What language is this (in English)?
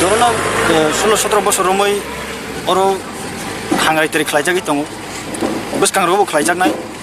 Kok Borok